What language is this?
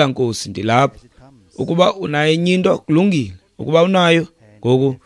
Xhosa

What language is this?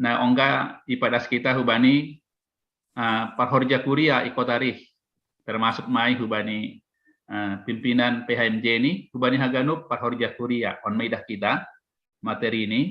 Batak Simalungun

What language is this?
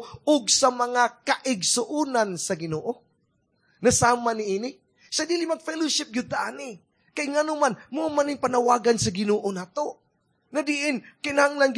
Cebuano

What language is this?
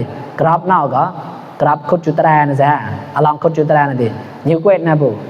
Mon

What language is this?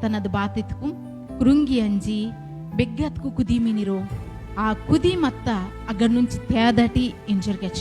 Koya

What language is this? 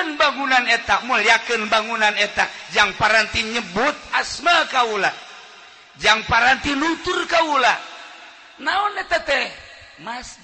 Sundanese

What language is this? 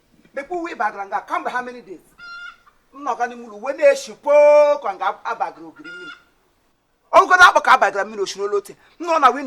Igbo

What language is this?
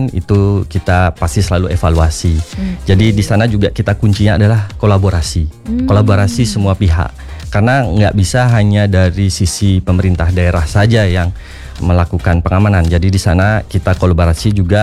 Indonesian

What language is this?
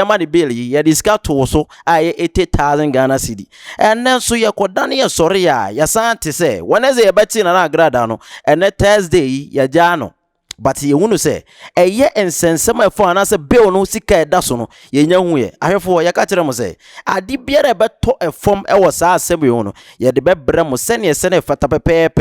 Akan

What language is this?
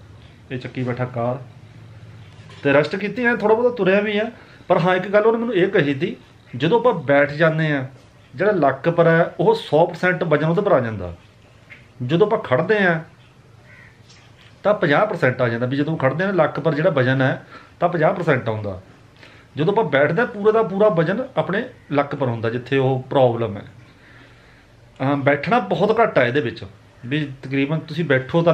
Punjabi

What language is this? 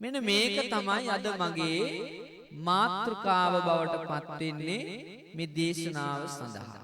Sinhala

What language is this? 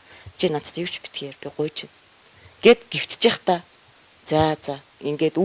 Mongolian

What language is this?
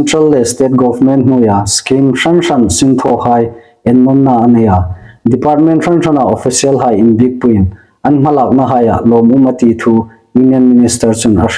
Hmar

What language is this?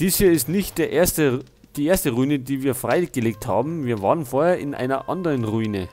Bavarian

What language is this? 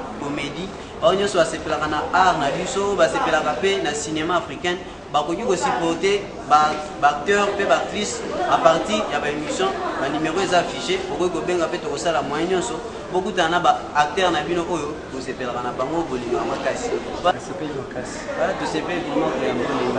Lingala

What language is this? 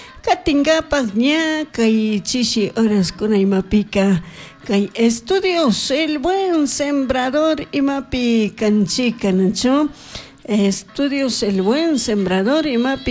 Chimborazo Highland Quichua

